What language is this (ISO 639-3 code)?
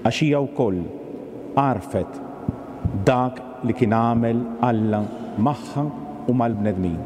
mlt